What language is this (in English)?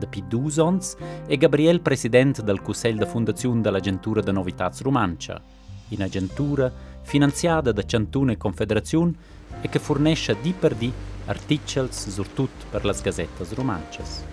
Romansh